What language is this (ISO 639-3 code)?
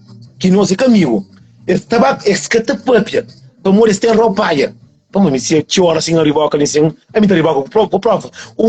kea